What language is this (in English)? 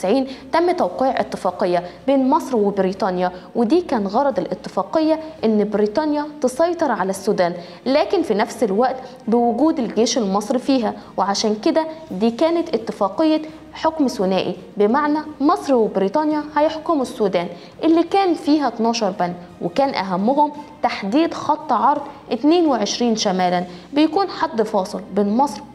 Egyptian Arabic